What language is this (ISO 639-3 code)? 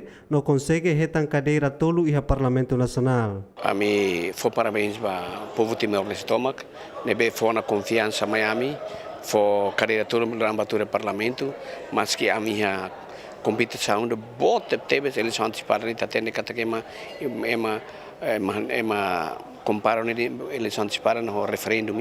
tet